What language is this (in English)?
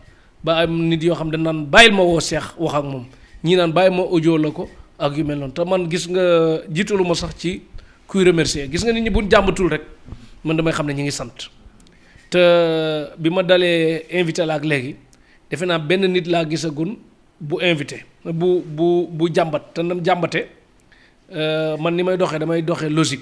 Wolof